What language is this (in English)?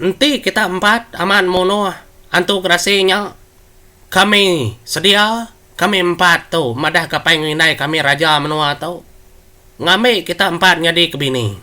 Iban